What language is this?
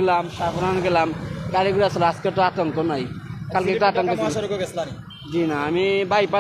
Sylheti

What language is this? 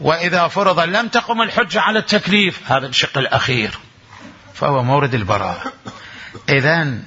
Mesopotamian Arabic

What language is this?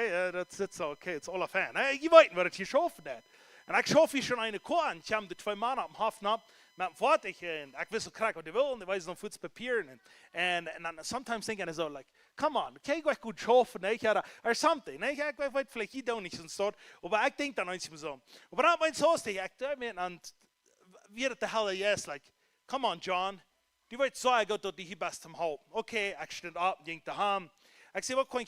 Plautdietsch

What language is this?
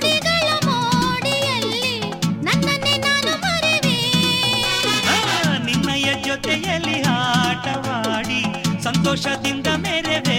Kannada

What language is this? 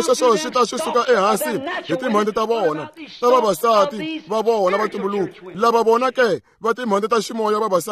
Tsonga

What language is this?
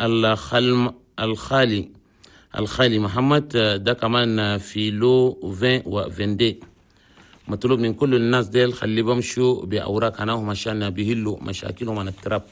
Chadian Arabic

